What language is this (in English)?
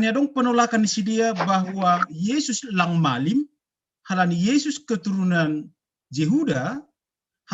Batak Simalungun